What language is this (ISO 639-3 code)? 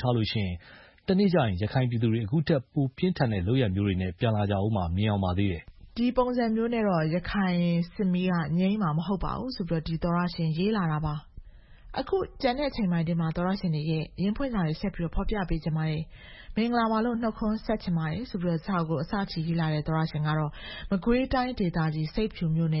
mya